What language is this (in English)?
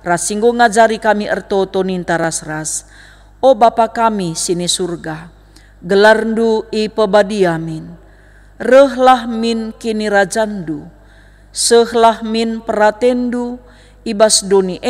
Batak Karo